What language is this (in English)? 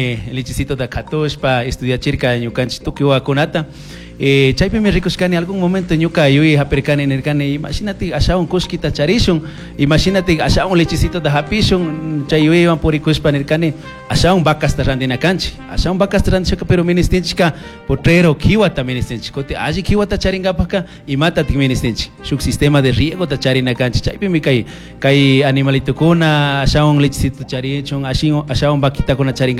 Chimborazo Highland Quichua